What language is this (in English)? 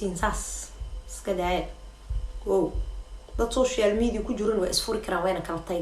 Somali